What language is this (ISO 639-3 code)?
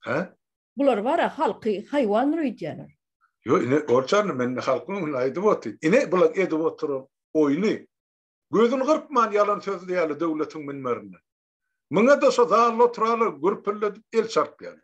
tuk